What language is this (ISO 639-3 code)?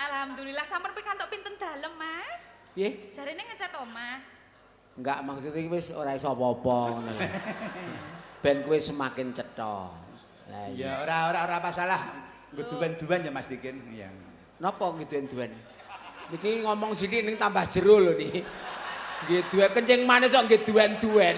jav